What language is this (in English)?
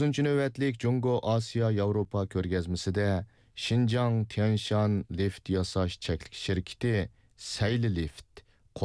Uyghur